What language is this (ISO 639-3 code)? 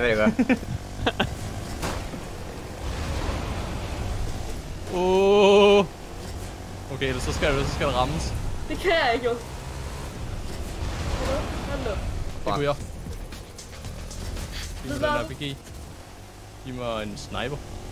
dan